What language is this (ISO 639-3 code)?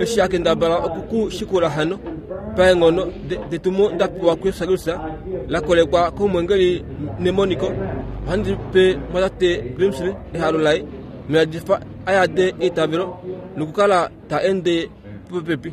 kua